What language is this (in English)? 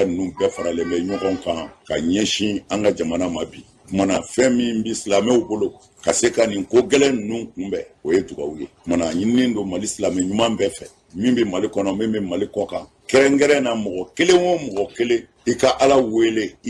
Bambara